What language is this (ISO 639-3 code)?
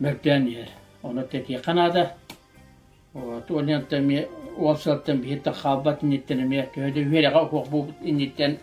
sah